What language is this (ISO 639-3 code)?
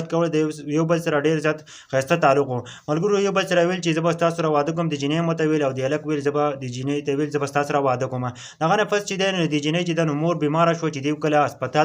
pus